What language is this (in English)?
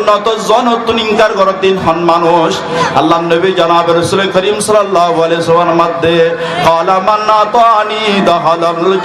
Rohingya